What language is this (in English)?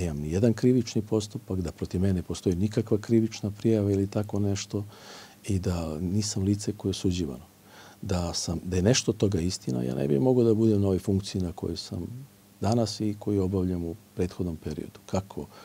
Serbian